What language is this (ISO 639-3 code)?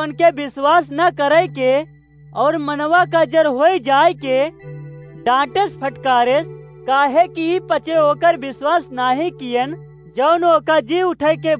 awa